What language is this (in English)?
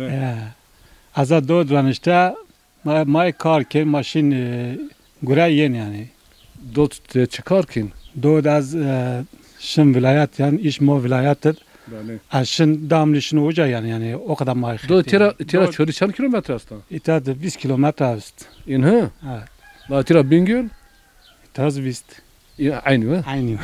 Zaza